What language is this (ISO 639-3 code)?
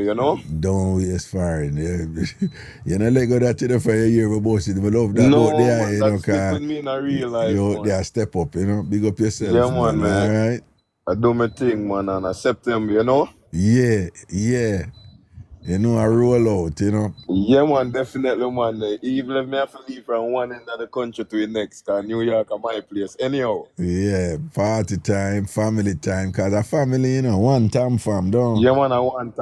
jam